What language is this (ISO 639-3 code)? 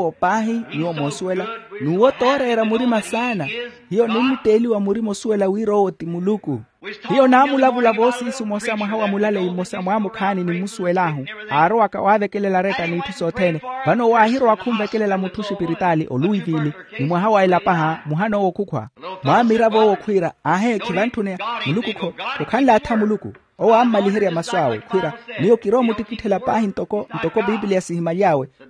vmw